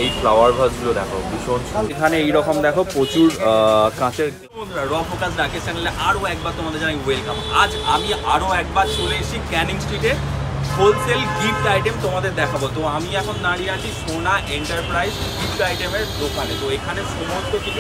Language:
Bangla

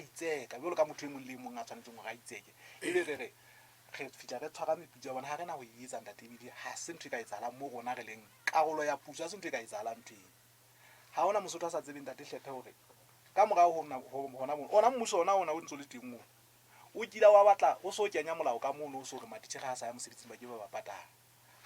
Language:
Southern Sotho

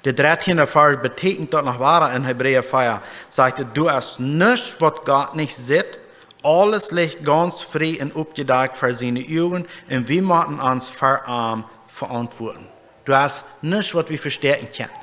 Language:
Plautdietsch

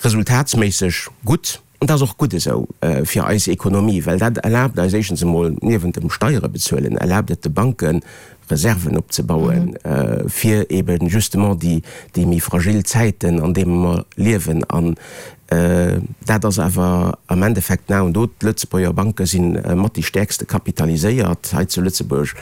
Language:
Luxembourgish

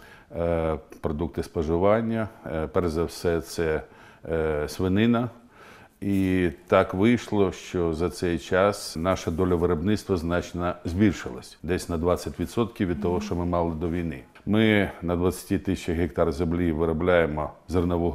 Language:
Ukrainian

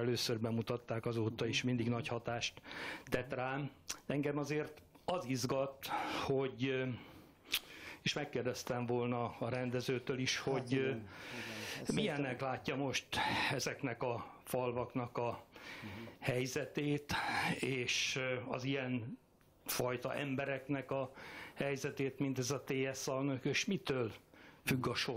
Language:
Hungarian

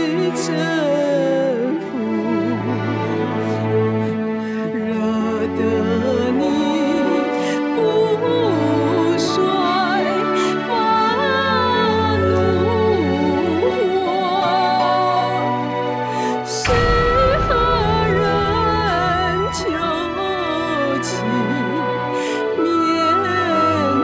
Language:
Chinese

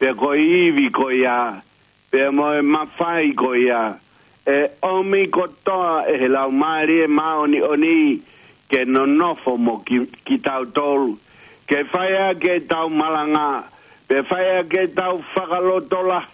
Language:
Tongan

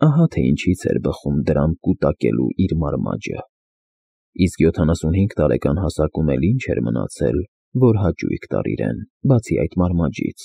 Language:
Armenian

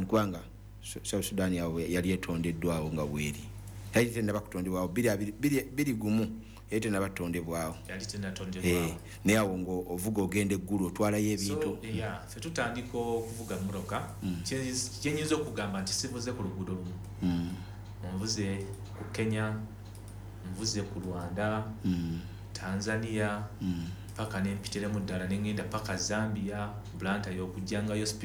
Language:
Ganda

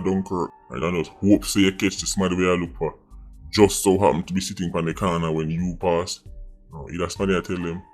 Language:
Jamaican Creole English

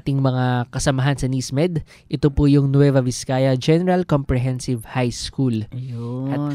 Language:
Filipino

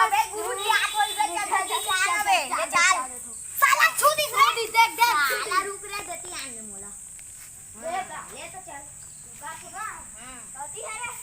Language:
Chhattisgarhi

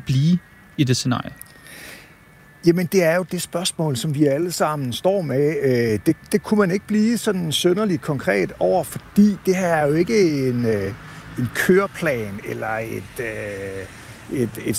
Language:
Danish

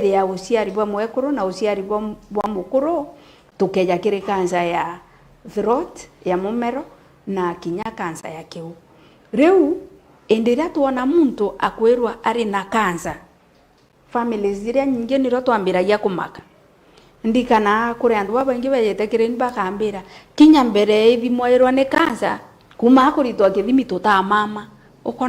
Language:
Meru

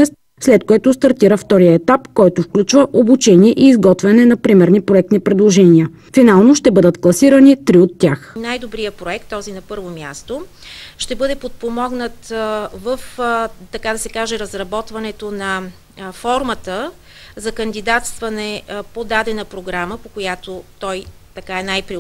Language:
Bulgarian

